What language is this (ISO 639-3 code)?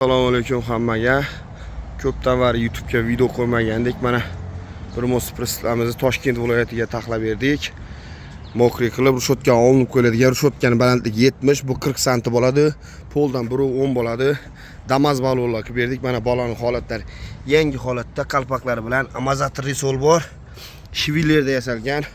uzb